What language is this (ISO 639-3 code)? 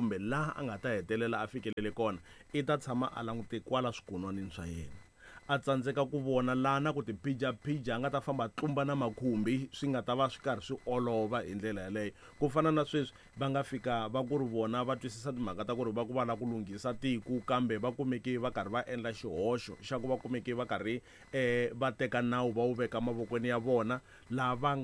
tso